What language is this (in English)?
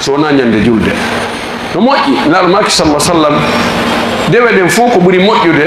Fula